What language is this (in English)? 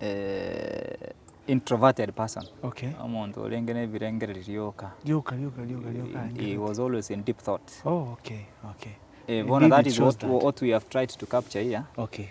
Gusii